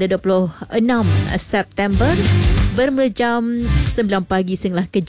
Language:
Malay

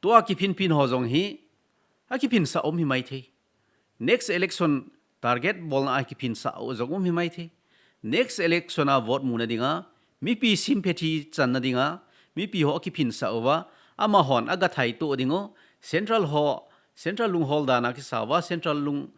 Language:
Thado Chin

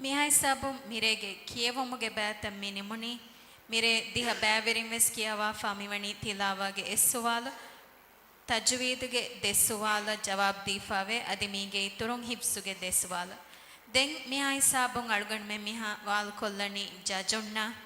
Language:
Divehi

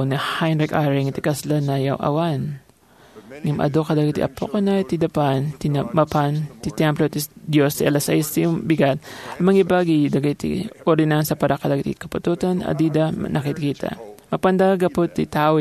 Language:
Iloko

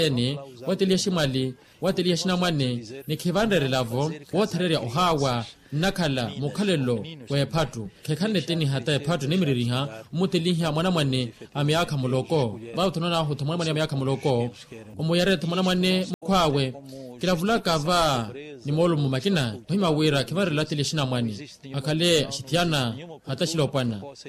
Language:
Makhuwa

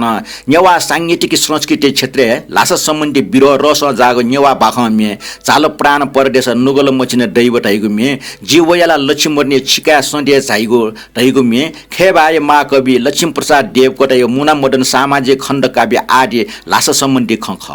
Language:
Newari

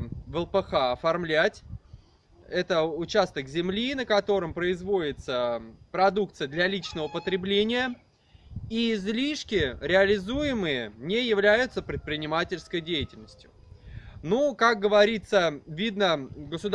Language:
Russian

